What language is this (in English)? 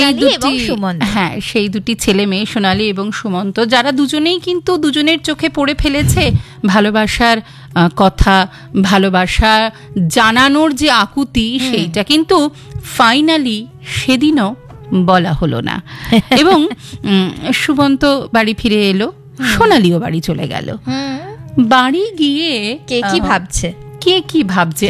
Bangla